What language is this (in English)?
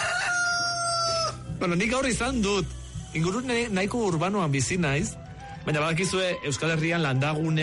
Basque